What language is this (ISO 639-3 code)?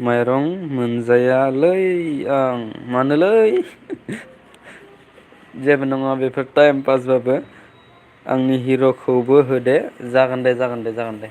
brx